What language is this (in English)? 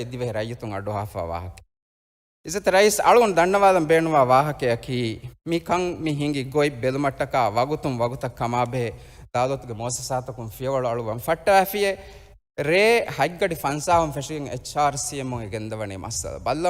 Divehi